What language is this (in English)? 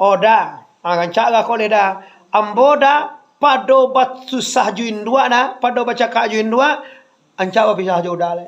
Minangkabau